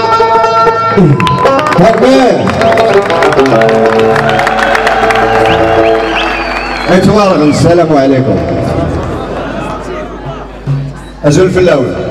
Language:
Tachelhit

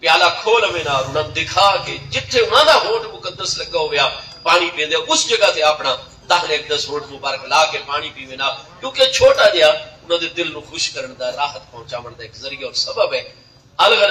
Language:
Saraiki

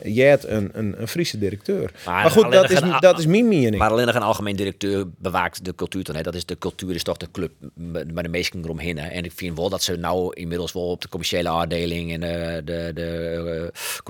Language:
Western Frisian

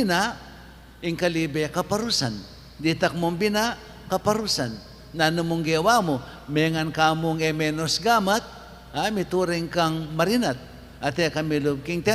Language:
Pampanga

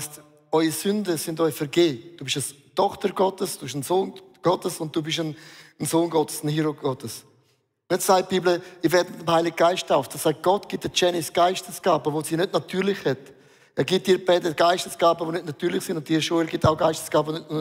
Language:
Swiss German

